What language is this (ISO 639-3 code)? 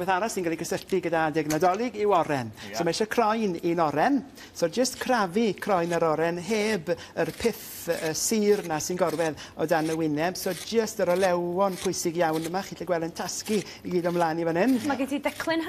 cym